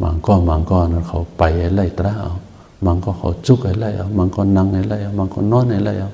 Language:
Shan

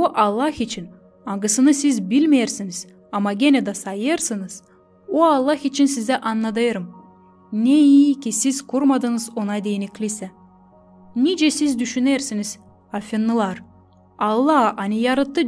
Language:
Gagauz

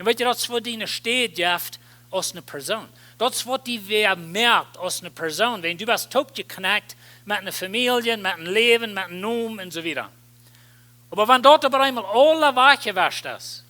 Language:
Plautdietsch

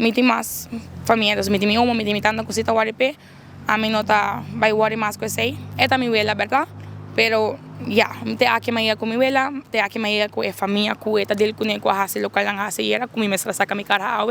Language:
Papiamento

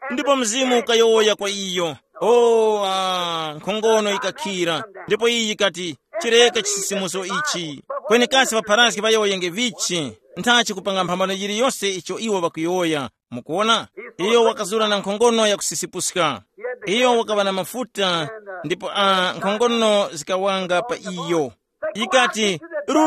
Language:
Tumbuka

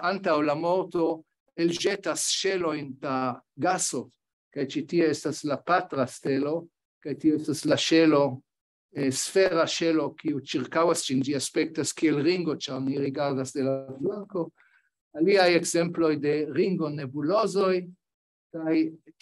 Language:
Esperanto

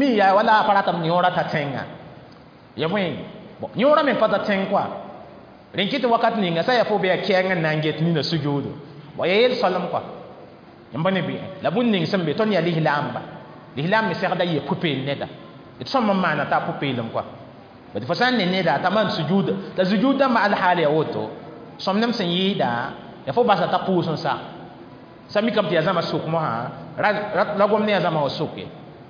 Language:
Mossi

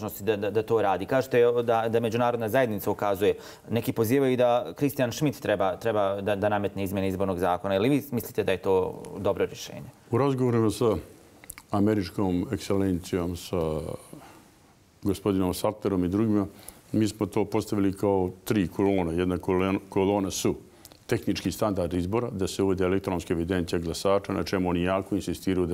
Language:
Bosnian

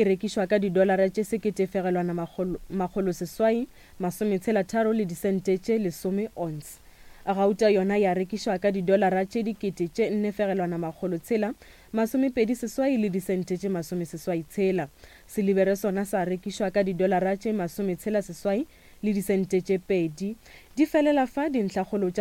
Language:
Northern Sotho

